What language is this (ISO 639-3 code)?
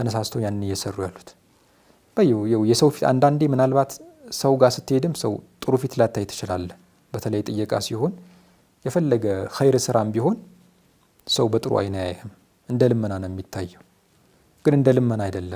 amh